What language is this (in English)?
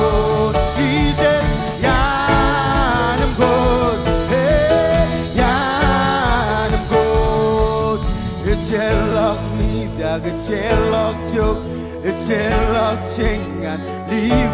Marshallese